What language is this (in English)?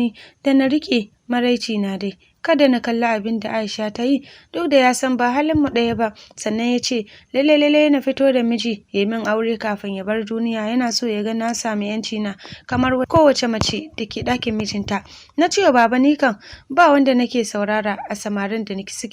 Hausa